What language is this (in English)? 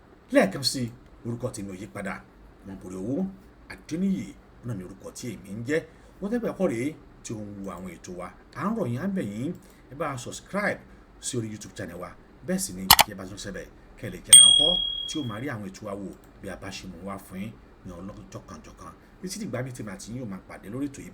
Yoruba